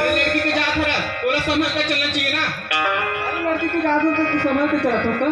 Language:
Chhattisgarhi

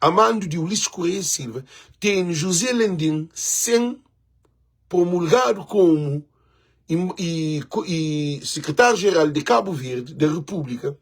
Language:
Kabuverdianu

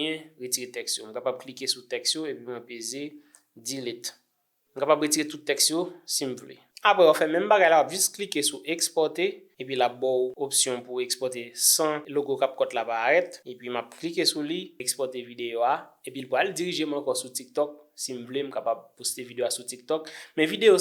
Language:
Haitian Creole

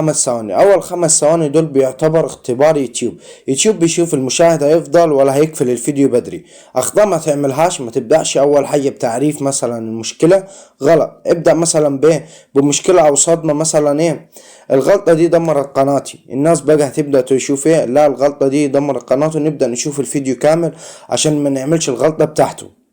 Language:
Egyptian Arabic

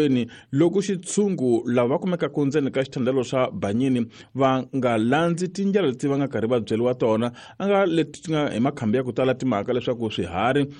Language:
Tsonga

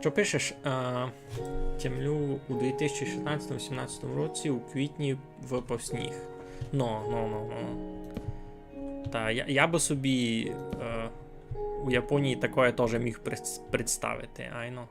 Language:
Rusyn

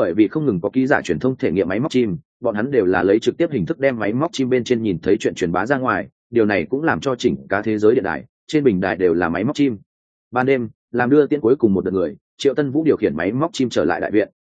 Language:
Vietnamese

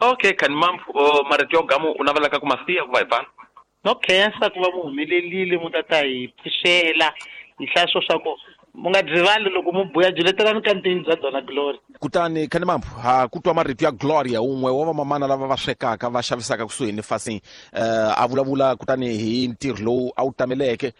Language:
Tsonga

